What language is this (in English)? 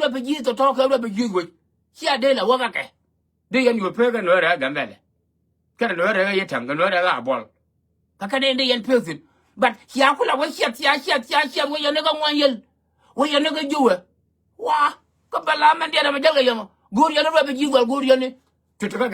Nuer